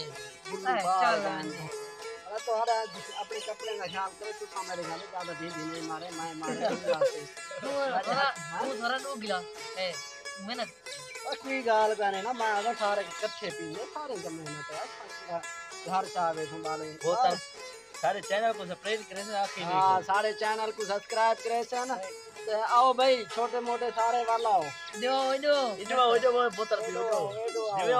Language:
Saraiki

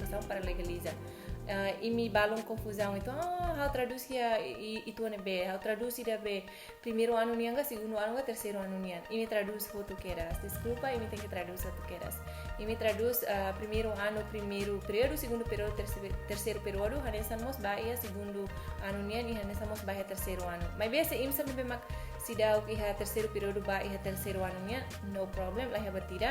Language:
Tetum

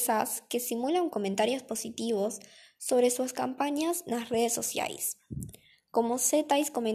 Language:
Galician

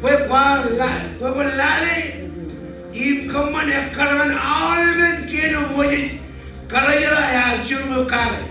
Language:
Marshallese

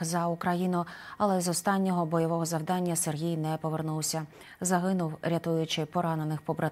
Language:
Ukrainian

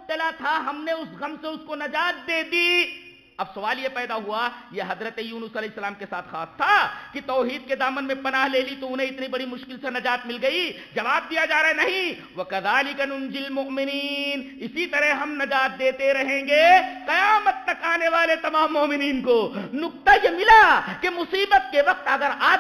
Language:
Urdu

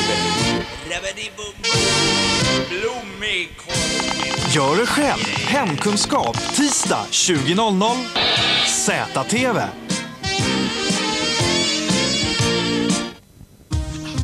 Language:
Swedish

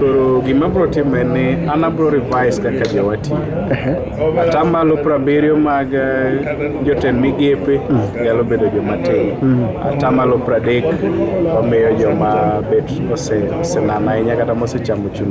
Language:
Luo (Kenya and Tanzania)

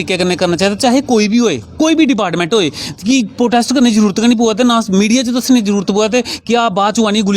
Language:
Dogri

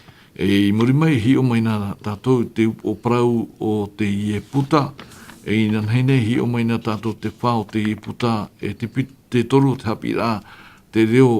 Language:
Tahitian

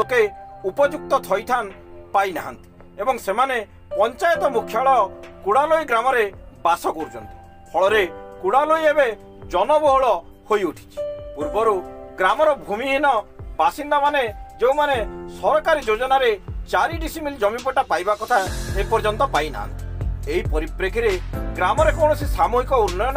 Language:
Odia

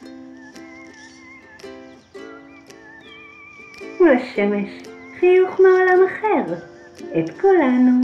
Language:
Hebrew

